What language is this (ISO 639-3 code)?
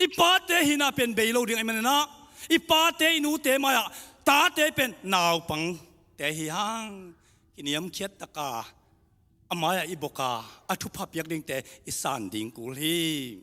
ctd